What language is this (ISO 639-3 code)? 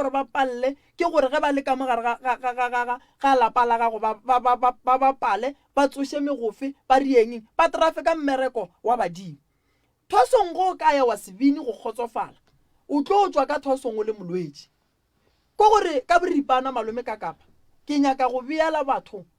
nso